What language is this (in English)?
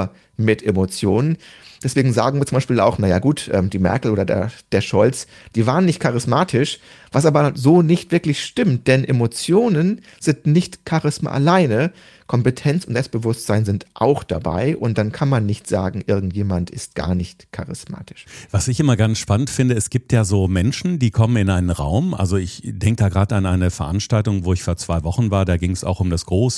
German